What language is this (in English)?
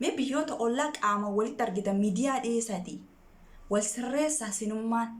Oromo